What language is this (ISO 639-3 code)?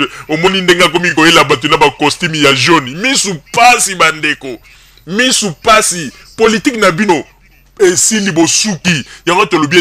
lin